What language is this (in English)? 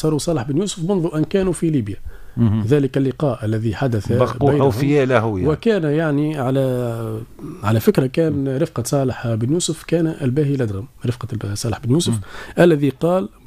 Tunisian Arabic